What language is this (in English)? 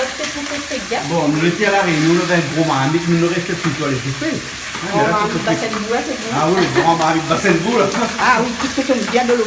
Réunion Creole French